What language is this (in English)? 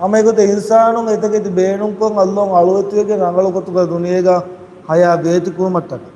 Divehi